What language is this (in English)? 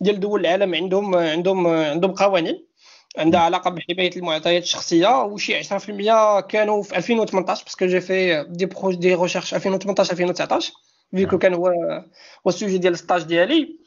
Moroccan Arabic